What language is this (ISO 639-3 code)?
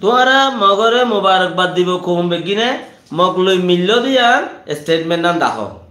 rhg